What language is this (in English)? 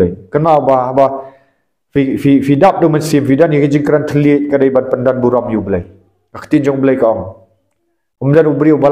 Khasi